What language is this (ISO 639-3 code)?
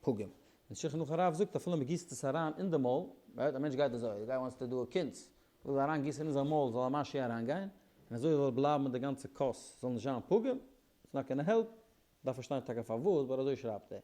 yid